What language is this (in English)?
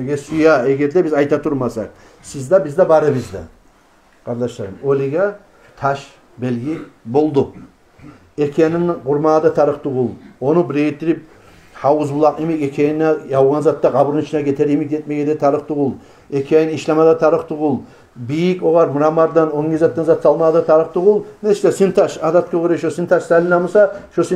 Kumyk